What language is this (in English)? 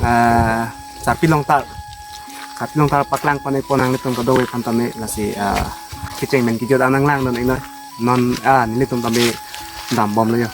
Karbi